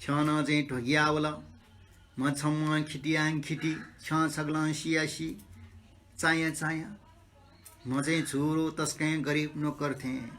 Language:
Newari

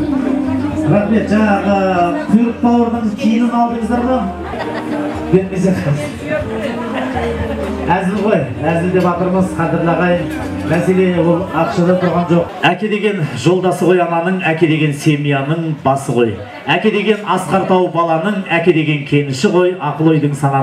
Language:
Kazakh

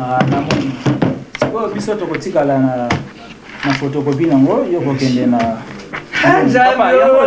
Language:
Lingala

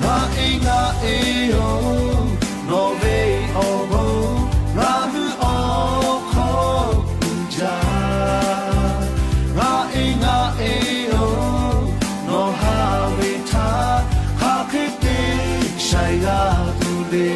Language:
Lahu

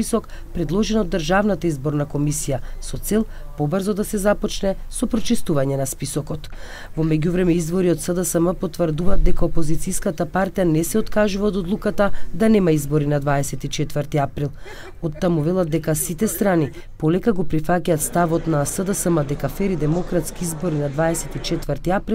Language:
Macedonian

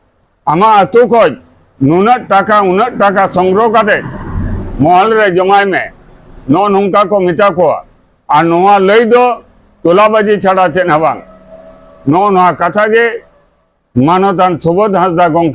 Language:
Santali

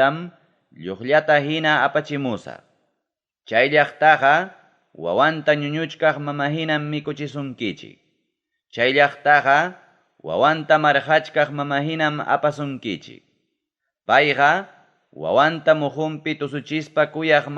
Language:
Ayacucho Quechua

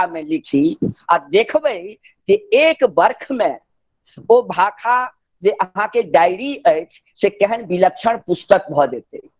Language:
Maithili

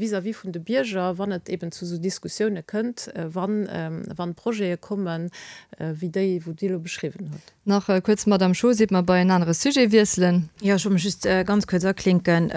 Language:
Luxembourgish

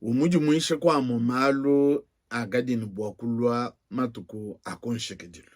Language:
Luba-Lulua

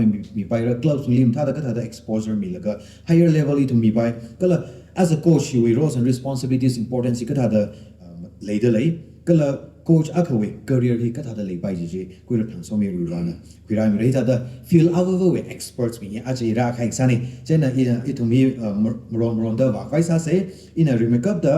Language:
Tangkhul Naga (India)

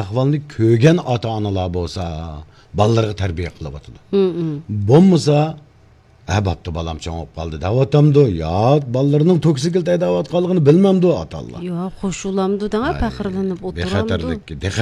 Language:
Uyghur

